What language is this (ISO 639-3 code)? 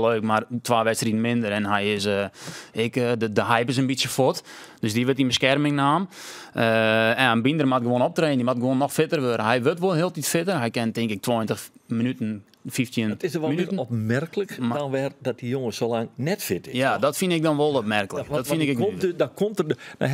fry